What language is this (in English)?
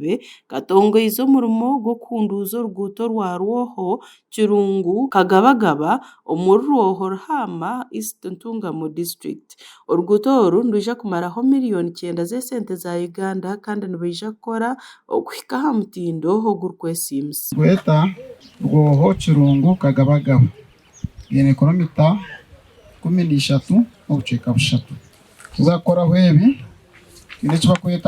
Nyankole